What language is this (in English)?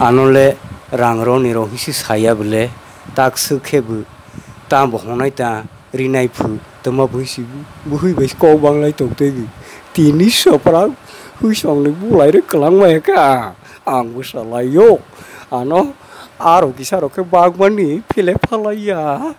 Kok Borok